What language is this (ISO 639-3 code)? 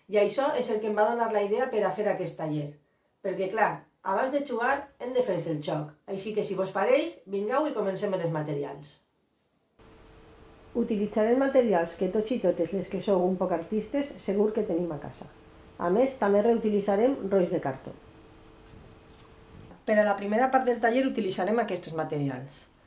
cat